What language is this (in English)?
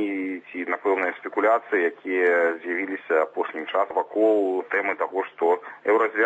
Belarusian